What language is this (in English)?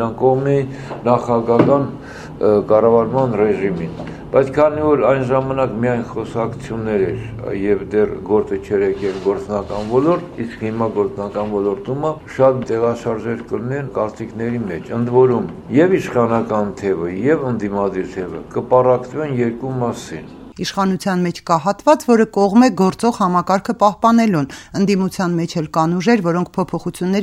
Armenian